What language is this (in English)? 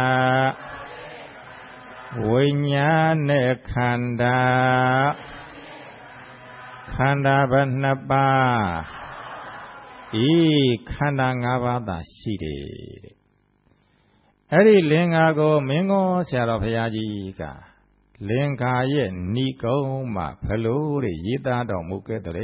Burmese